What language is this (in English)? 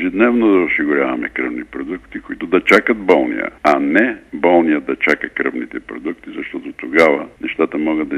Bulgarian